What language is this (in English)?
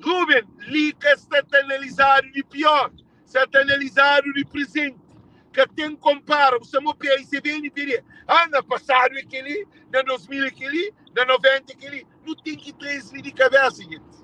Kabuverdianu